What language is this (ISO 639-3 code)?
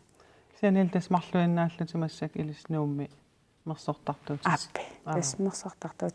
kal